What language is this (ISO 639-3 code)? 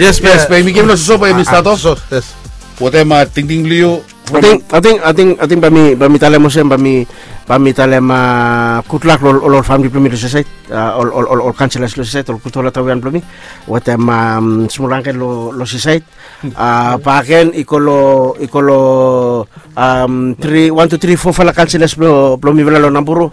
bis